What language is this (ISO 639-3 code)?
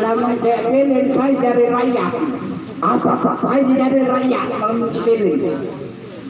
sas